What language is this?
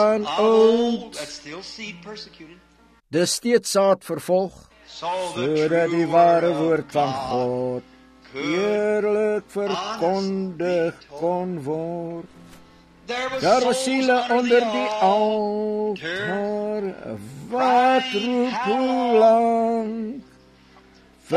Afrikaans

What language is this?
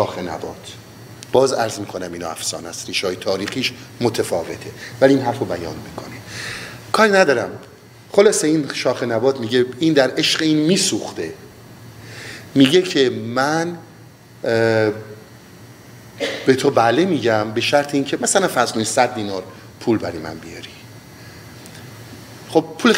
Persian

